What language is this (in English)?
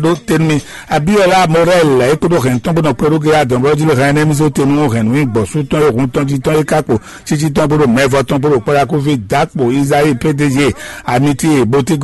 Fon